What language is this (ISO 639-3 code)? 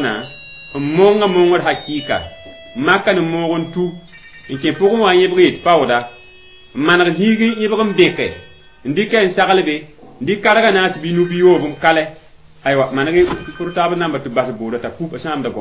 mos